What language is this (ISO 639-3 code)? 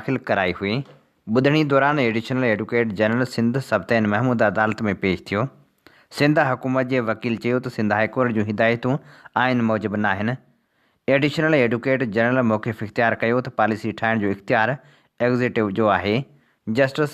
snd